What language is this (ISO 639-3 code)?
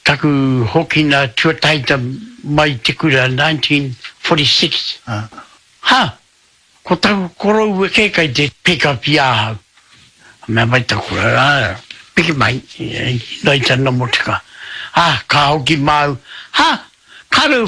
mri